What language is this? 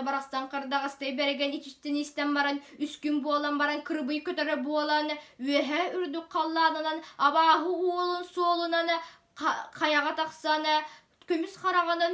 Yakut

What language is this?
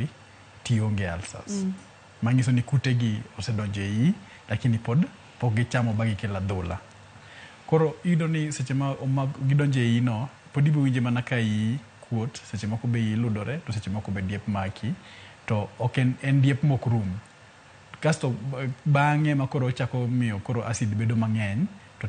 Luo (Kenya and Tanzania)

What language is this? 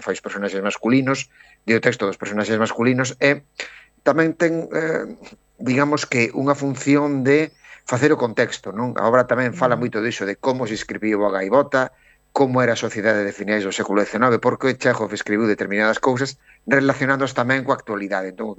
Galician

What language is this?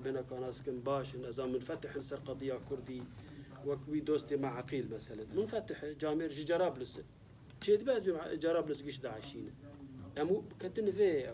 Kurdish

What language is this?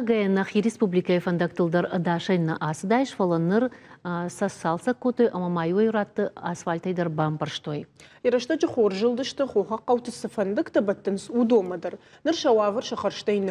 Ossetic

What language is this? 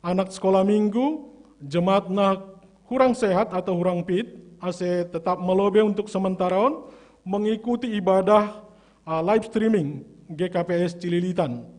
Batak Simalungun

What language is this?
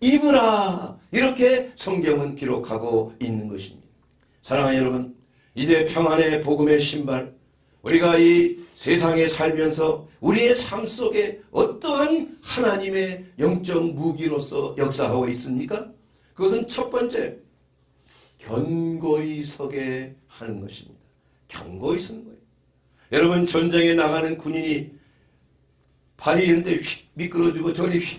Korean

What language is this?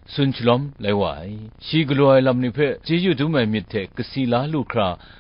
Kachin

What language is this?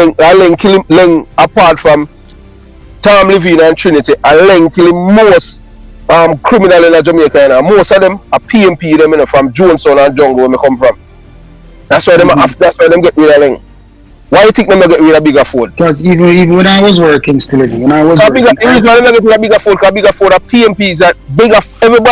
Jamaican Creole English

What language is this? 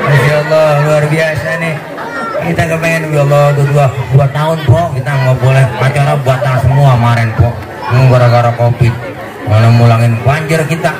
Betawi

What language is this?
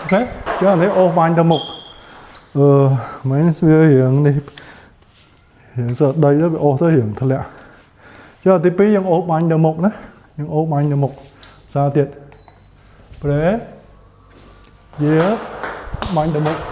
Khmer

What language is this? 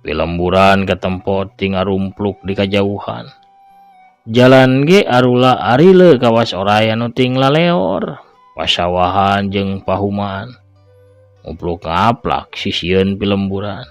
Sundanese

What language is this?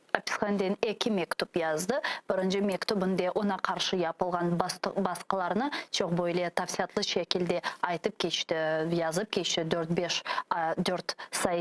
Crimean Tatar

